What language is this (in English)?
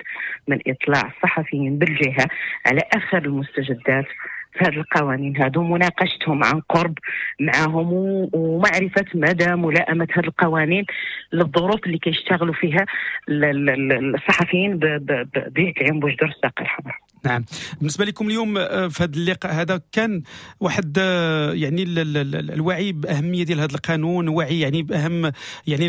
Moroccan Arabic